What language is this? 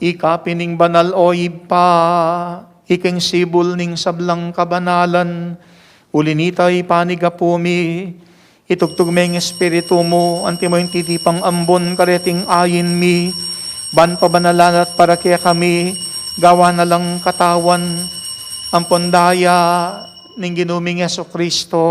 Pampanga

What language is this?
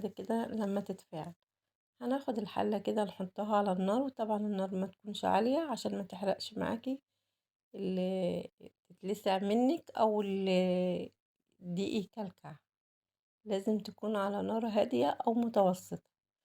Egyptian Arabic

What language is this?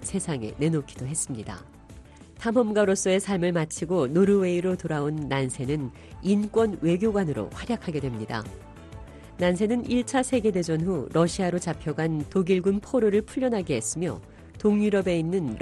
Korean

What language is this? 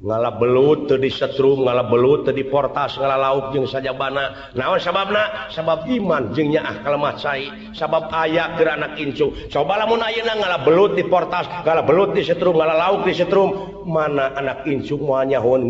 Sundanese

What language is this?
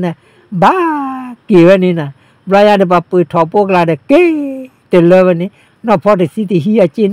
S'gaw Karen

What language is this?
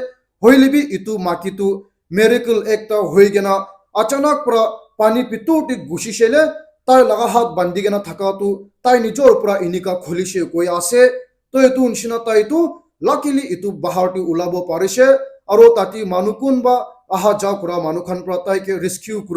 Naga Pidgin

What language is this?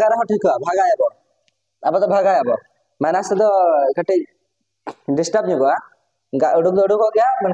Santali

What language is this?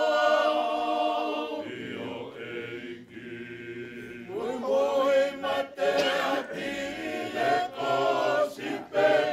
Tongan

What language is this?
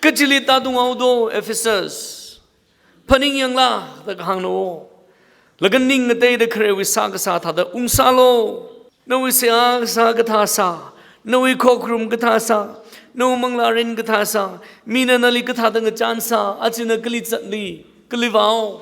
Tangkhul Naga (India)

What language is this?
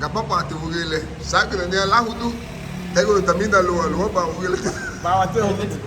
Garifuna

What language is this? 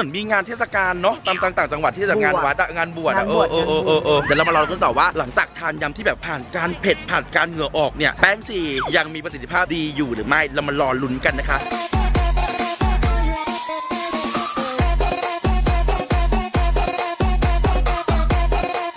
Thai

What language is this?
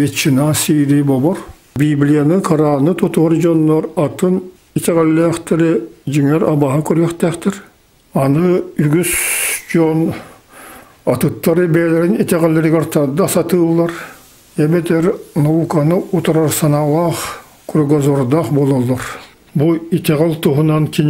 Yakut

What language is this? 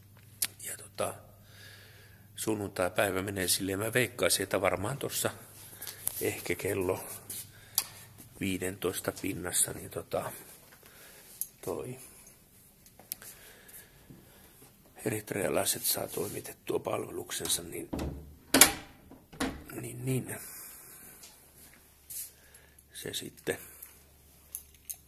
Finnish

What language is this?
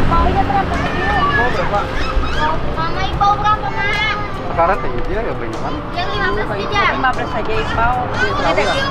Banjar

